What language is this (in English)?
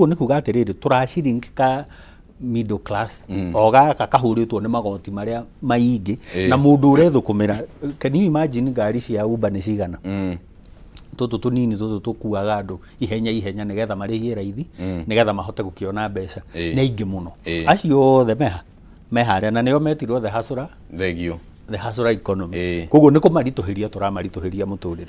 Kikuyu